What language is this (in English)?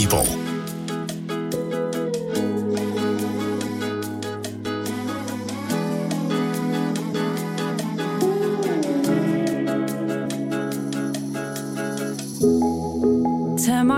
Danish